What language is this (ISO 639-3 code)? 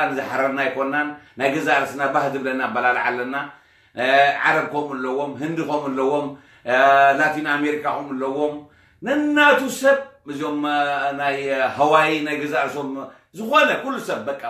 tir